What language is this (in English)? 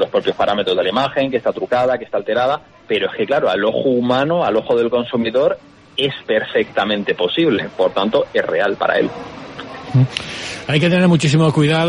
Spanish